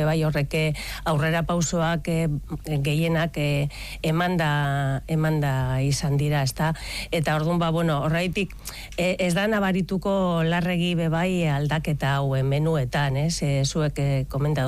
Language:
Basque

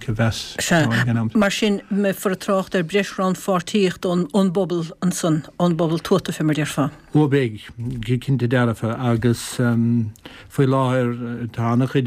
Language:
Irish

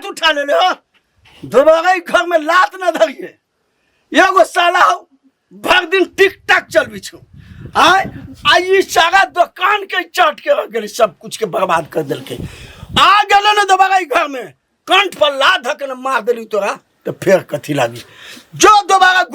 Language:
Maithili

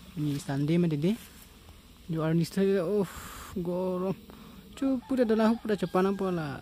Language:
Karbi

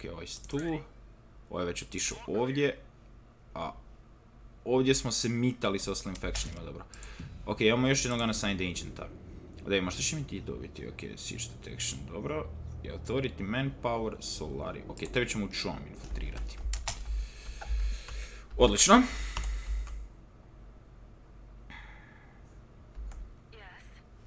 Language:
Croatian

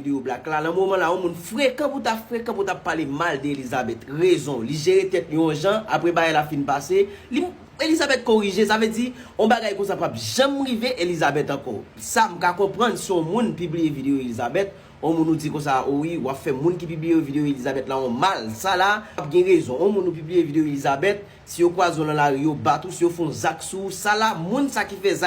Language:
Haitian Creole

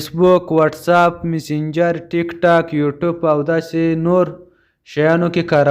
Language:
Pashto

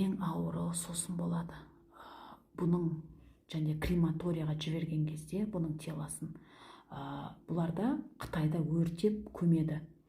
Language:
Kazakh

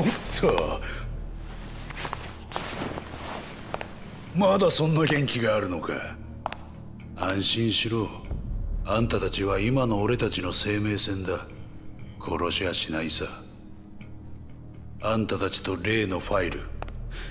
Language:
Japanese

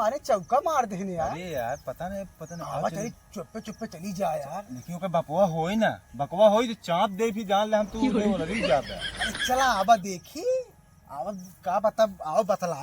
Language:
Awadhi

